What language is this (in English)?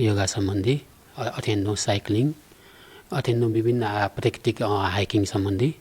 Newari